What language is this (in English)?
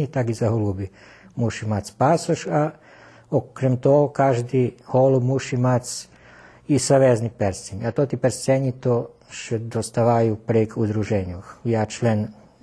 Rusyn